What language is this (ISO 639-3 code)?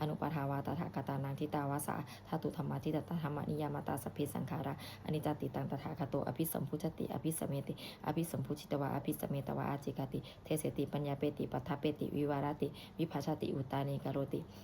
pli